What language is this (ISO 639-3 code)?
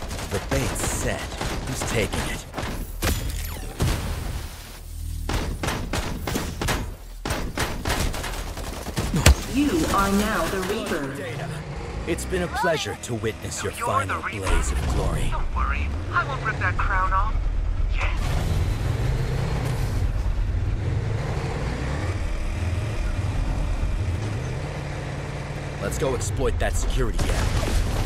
eng